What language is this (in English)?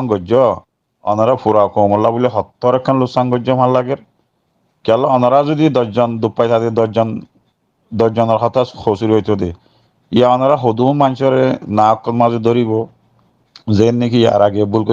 Rohingya